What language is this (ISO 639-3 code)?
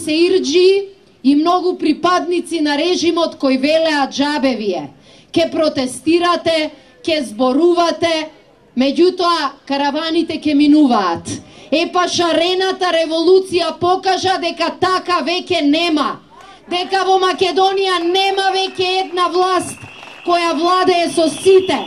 mkd